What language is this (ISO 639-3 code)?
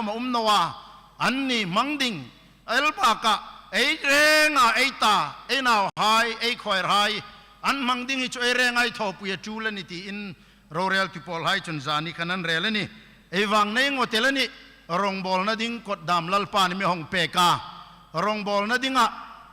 hmr